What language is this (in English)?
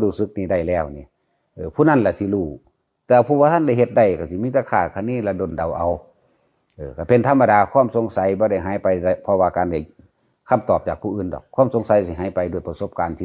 Northeastern Thai